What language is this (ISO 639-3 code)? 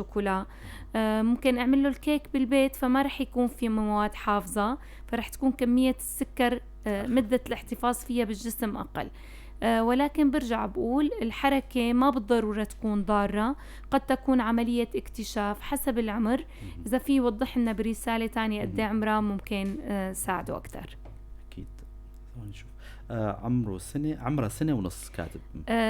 apc